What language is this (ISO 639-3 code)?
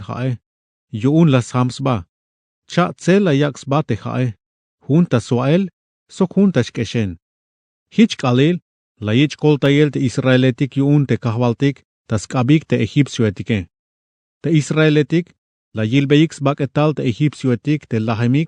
tzh